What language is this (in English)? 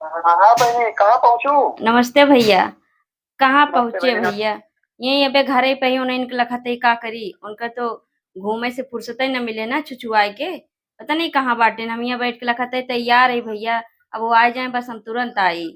Awadhi